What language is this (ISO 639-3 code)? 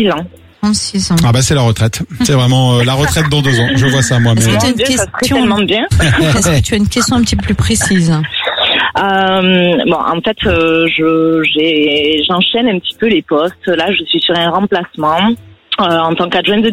fra